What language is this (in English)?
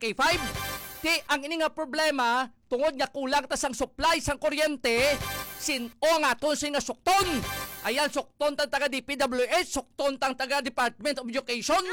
Hiligaynon